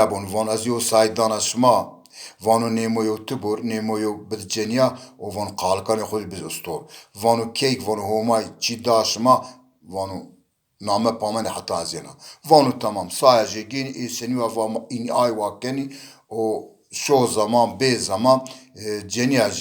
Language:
Zaza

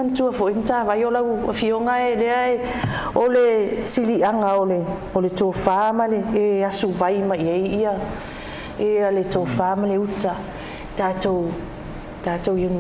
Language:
Samoan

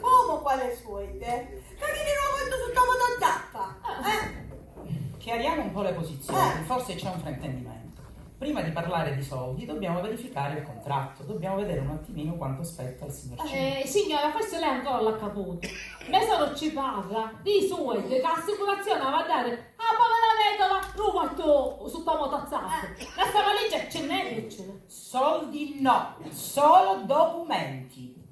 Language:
Sicilian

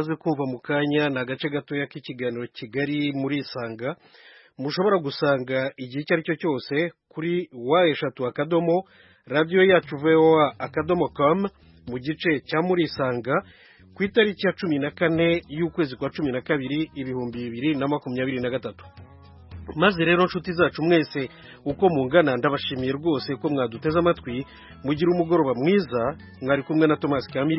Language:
Kinyarwanda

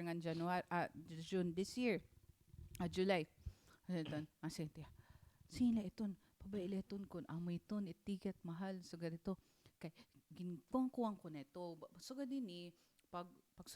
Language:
Waray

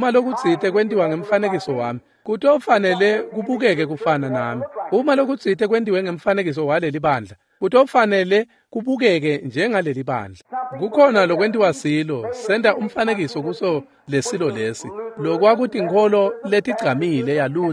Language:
Swati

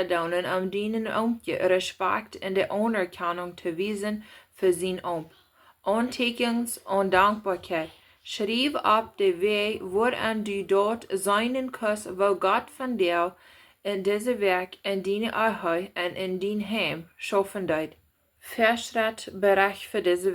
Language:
Plautdietsch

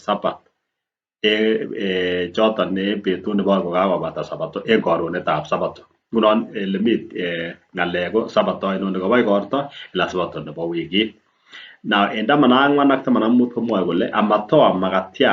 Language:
Kalenjin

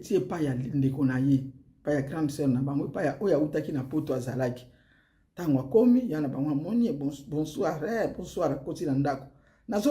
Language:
Lingala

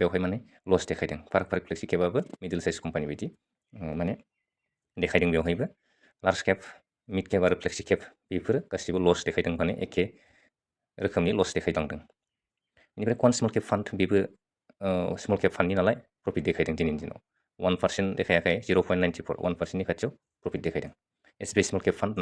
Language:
Bodo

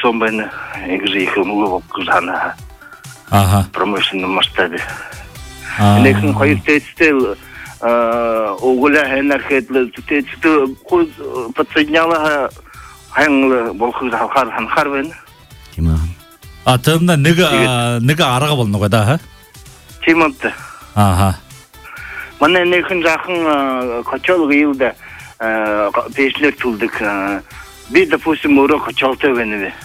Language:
Buriat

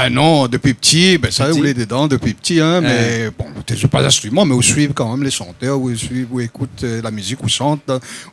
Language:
Réunion Creole French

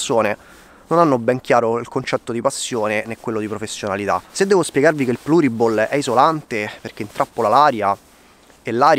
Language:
Italian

